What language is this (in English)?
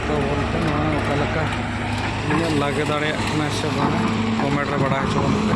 Santali